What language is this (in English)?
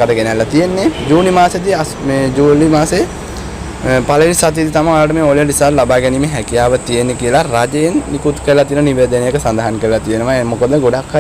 Sinhala